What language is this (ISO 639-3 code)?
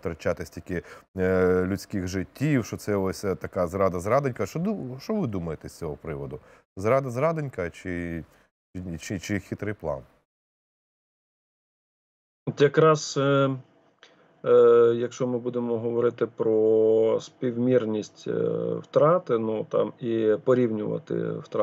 ukr